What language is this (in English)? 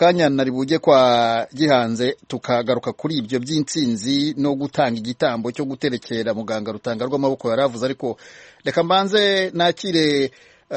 Kinyarwanda